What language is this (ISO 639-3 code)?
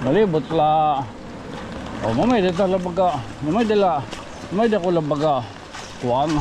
war